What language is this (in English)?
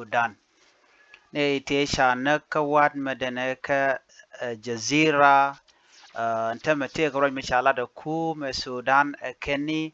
Nuer